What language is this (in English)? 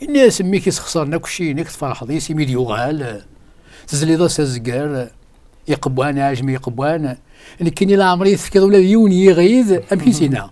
Kabyle